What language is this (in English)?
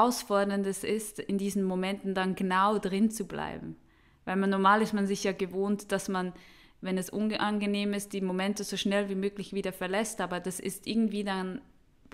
German